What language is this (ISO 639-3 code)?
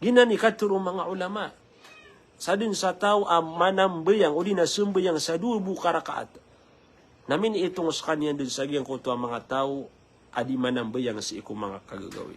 mrw